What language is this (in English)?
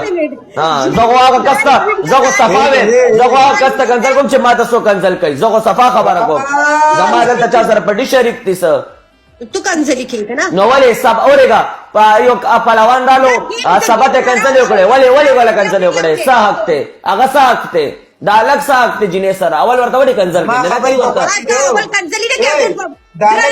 Pashto